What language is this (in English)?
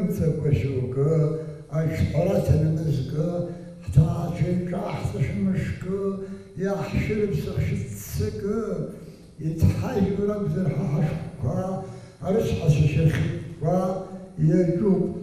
Abkhazian